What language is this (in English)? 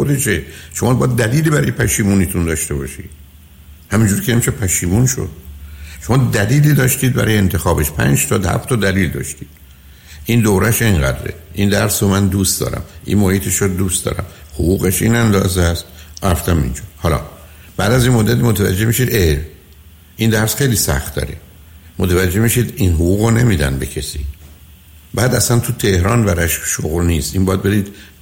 Persian